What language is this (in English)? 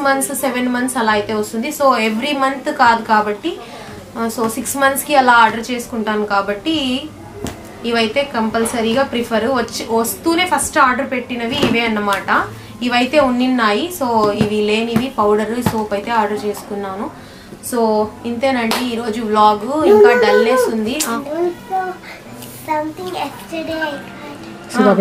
Telugu